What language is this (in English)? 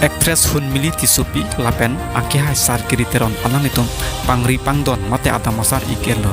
Karbi